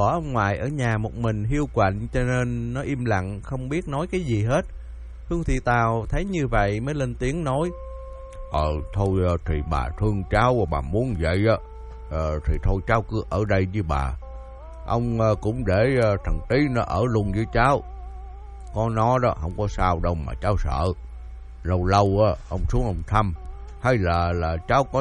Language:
Vietnamese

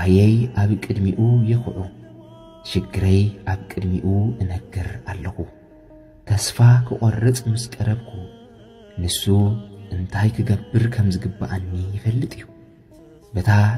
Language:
Tigrinya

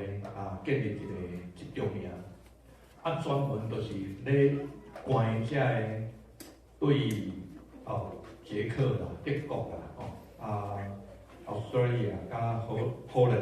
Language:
Min Nan Chinese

